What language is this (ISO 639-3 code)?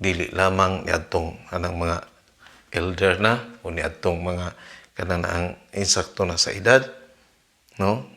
ceb